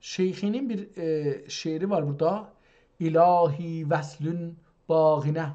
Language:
South Azerbaijani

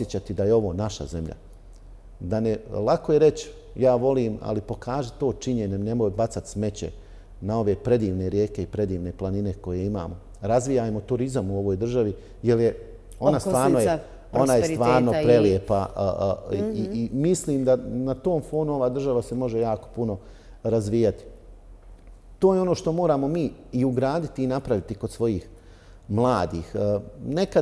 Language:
Bosnian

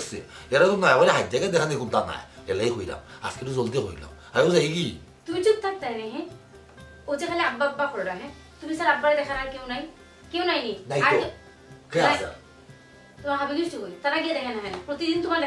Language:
Sylheti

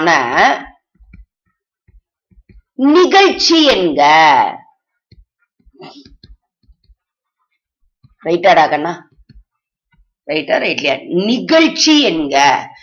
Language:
Tamil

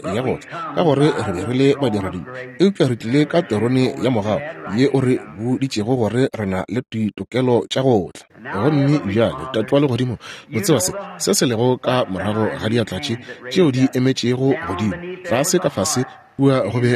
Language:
Northern Sotho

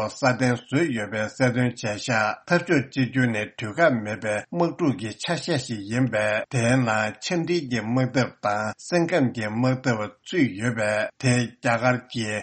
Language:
Tibetan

